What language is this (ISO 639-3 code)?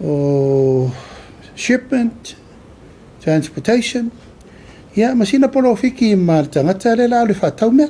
smo